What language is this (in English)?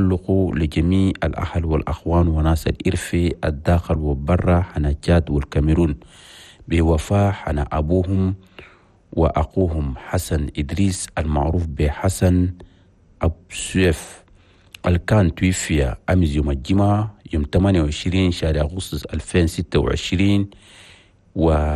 Chadian Arabic